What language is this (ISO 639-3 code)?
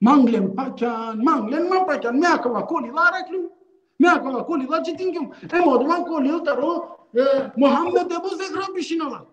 rmn